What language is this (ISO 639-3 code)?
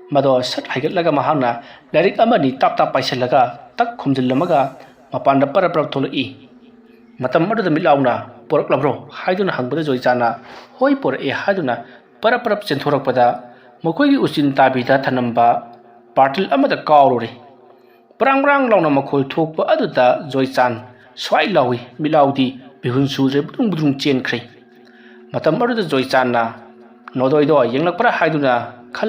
mni